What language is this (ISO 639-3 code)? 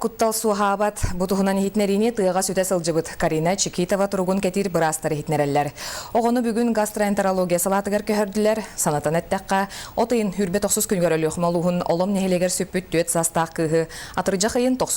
sah